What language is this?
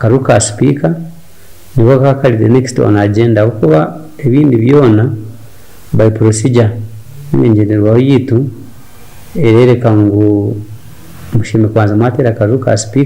Nyankole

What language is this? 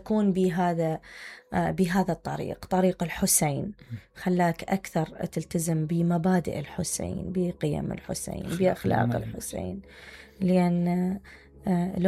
Mesopotamian Arabic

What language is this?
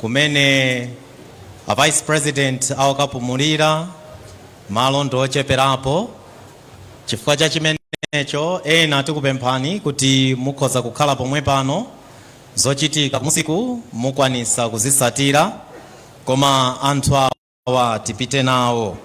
Nyanja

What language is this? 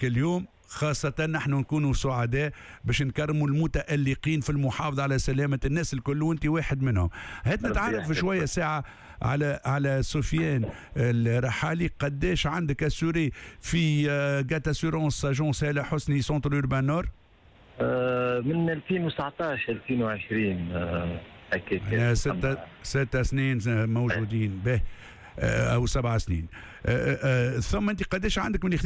Tunisian Arabic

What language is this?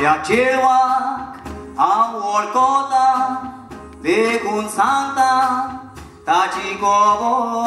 Konkani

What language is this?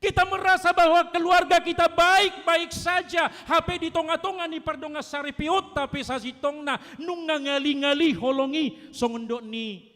Batak Toba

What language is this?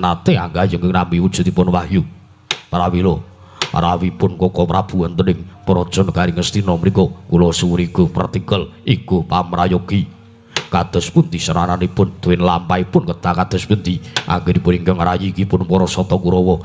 Javanese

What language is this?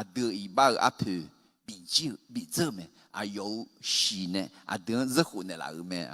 Akha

